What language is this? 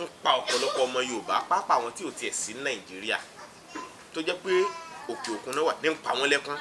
Yoruba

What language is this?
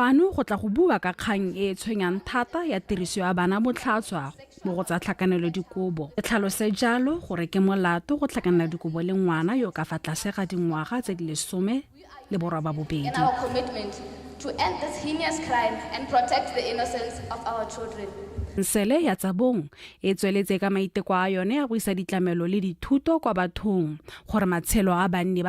Tswana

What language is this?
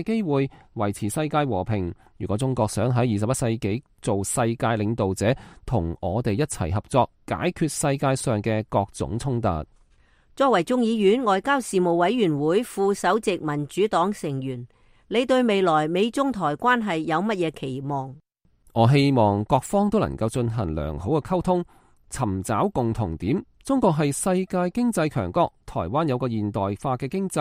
Cantonese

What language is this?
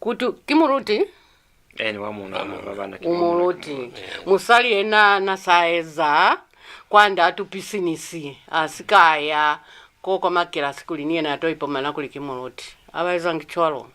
Lozi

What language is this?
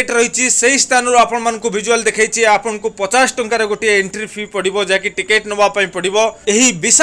Odia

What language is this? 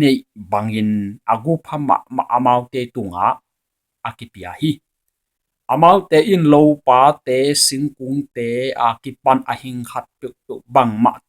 Tedim Chin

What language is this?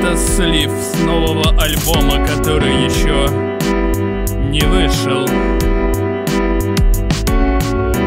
Russian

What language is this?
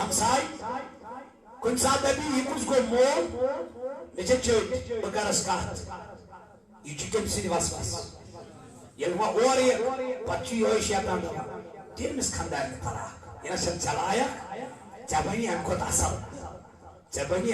Kashmiri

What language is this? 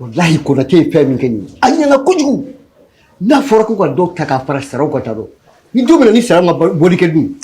Bambara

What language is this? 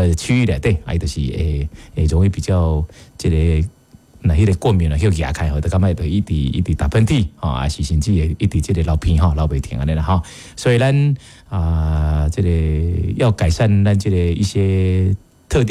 Min Nan Chinese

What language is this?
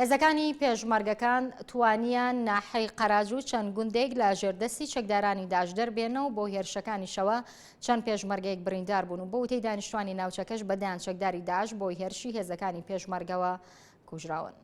Central Kurdish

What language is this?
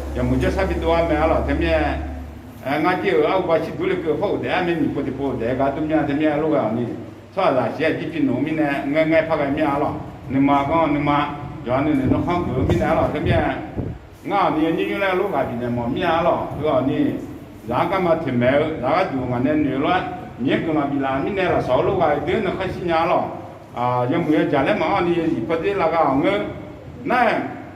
Akha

